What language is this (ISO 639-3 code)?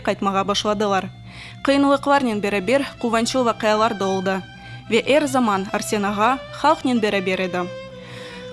crh